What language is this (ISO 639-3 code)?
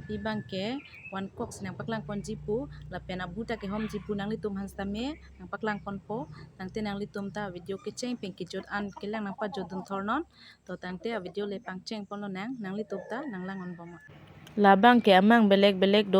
mjw